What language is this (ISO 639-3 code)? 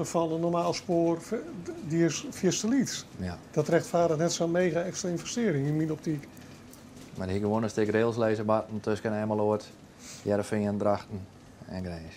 fry